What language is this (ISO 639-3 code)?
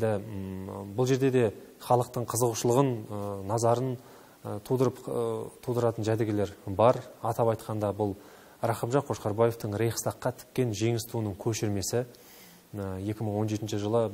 kaz